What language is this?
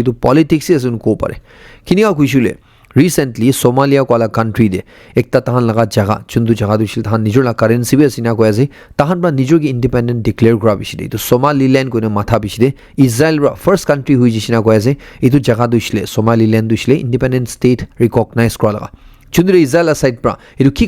Naga Pidgin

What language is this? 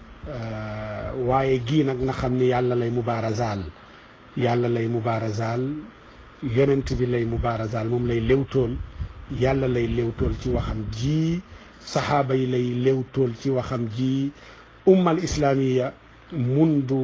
Wolof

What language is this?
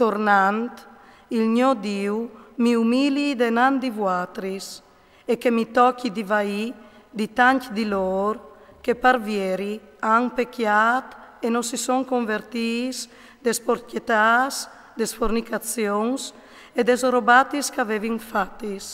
Friulian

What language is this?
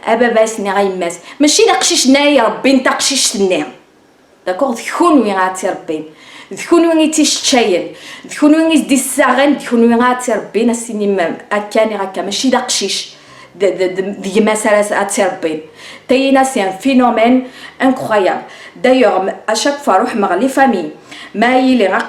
Kabyle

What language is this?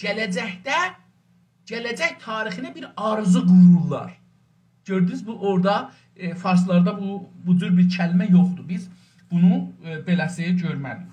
South Azerbaijani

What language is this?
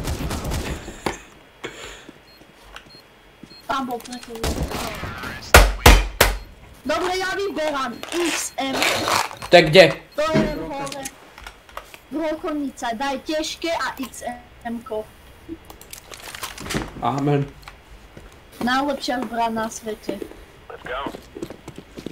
Slovak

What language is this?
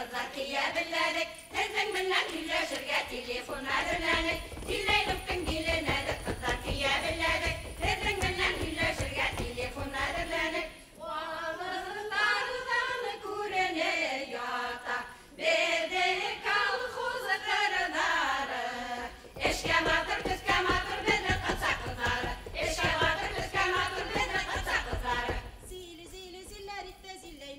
Bashkir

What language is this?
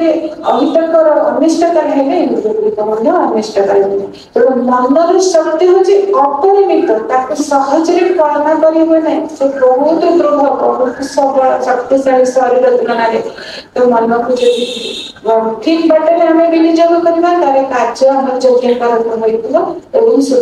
Odia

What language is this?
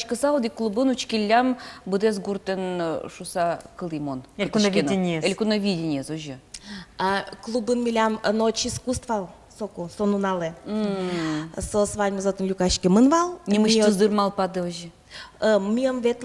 Udmurt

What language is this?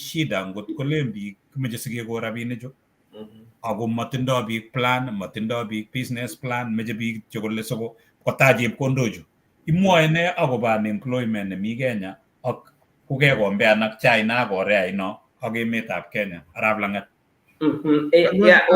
Kalenjin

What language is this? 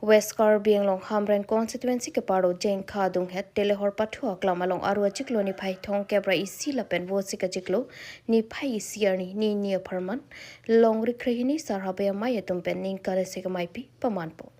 Karbi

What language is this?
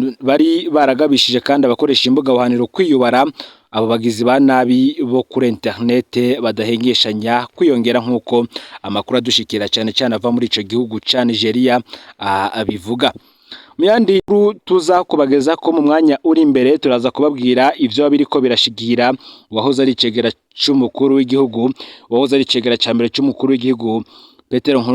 Rundi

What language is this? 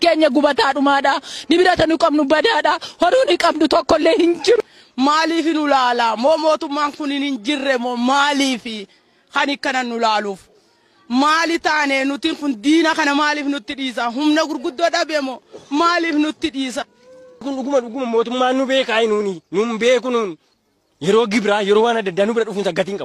Oromo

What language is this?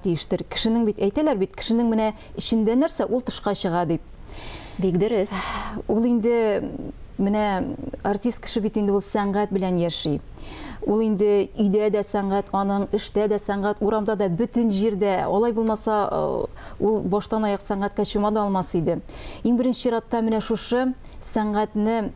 Tatar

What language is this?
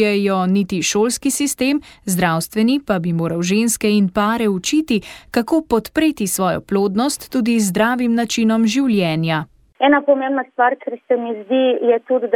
Slovenian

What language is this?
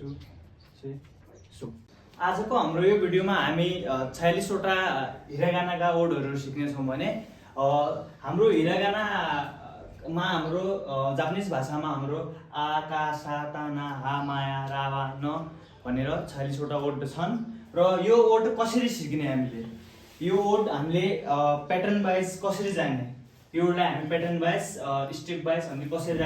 Nepali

